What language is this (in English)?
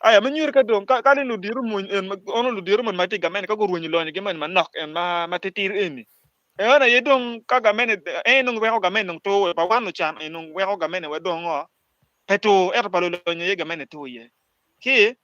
Acoli